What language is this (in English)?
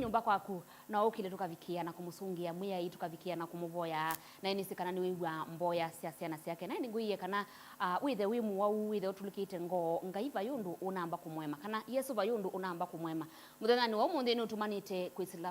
Kamba